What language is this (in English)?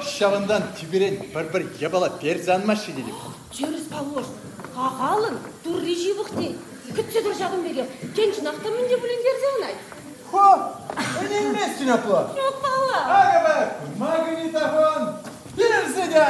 Chuvash